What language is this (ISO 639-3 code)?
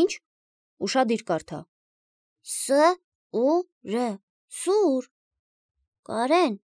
hye